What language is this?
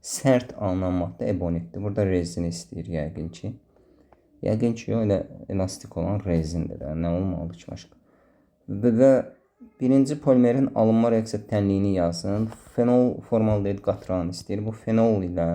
Azerbaijani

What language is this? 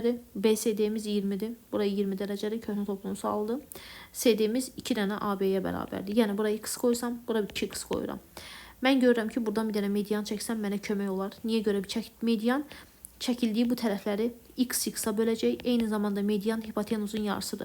Azerbaijani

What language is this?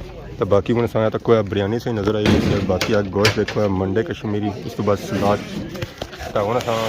Pahari-Potwari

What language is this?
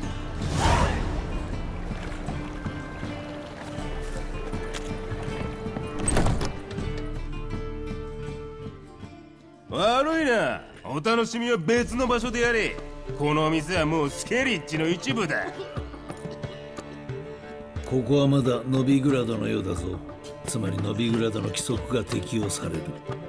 Japanese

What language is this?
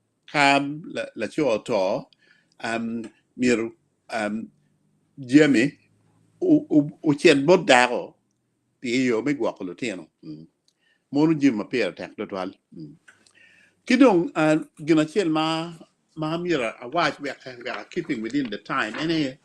Acoli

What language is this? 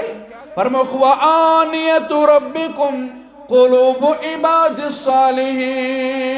Kashmiri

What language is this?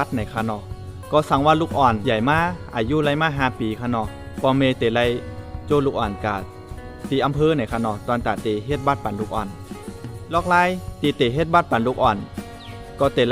Shan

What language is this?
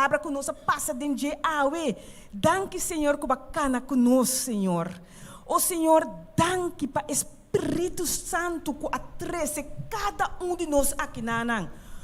Papiamento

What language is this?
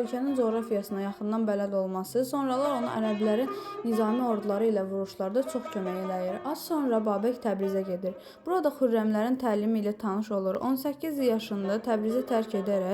Azerbaijani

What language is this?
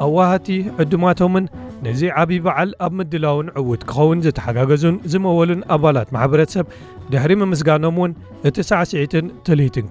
Tigrinya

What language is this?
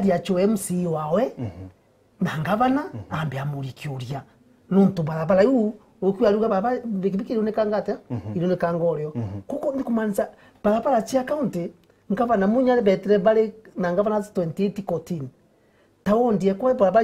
Meru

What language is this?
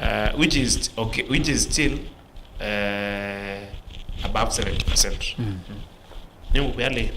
Kamba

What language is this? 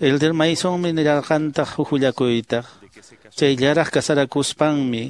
Quechua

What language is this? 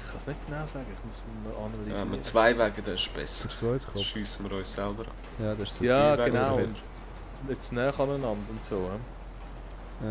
Swiss German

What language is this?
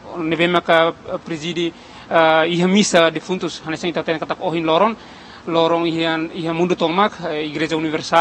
Tetum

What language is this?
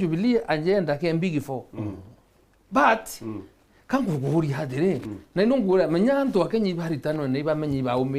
Meru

